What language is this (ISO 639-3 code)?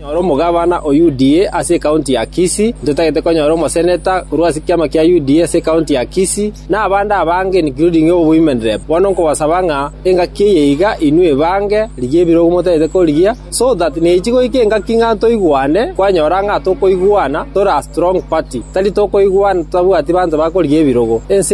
guz